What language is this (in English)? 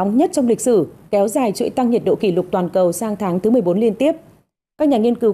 Vietnamese